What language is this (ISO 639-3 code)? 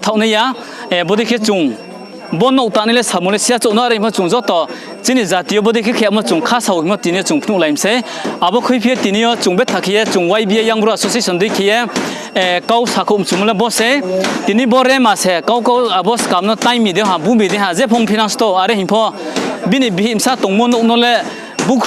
ria